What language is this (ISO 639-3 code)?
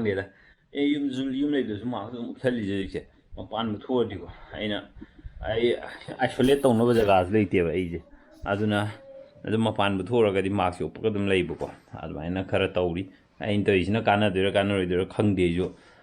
mni